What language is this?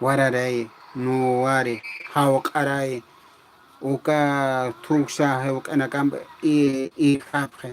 Aymara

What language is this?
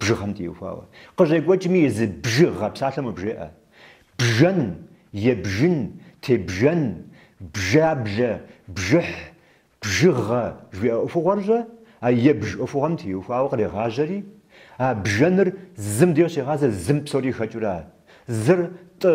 Kabardian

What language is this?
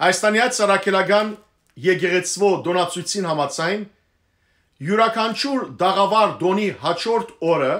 Western Armenian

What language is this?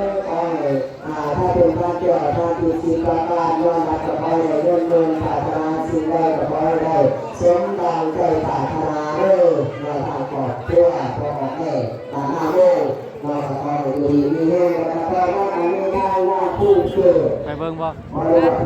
Northeastern Thai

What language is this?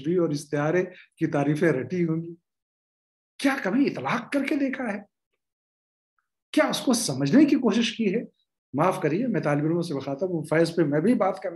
Urdu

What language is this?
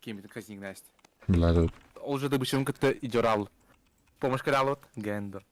Yakut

